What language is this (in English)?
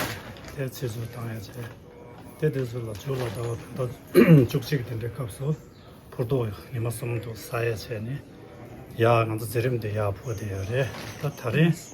Tibetan